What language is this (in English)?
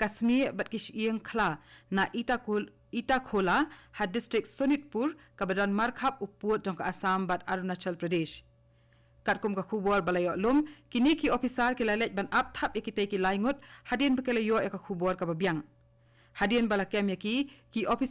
Khasi